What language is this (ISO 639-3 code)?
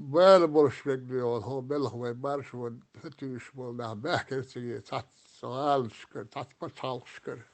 che